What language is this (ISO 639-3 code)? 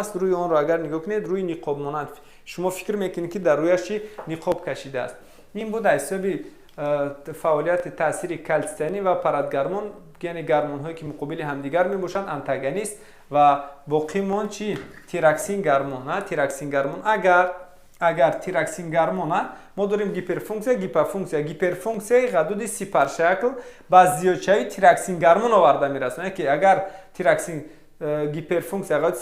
tgk